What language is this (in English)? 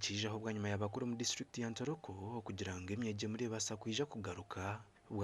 Nyankole